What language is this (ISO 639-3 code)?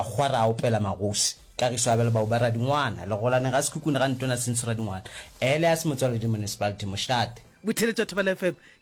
nso